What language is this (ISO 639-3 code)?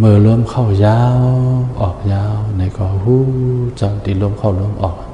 shn